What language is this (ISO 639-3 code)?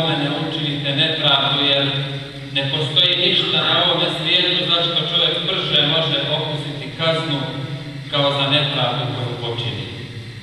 bos